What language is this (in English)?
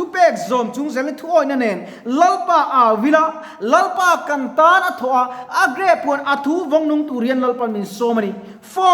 Mizo